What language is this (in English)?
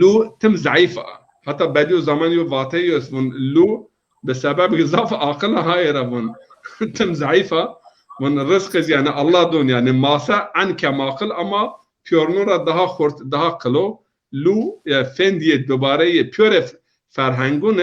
Zaza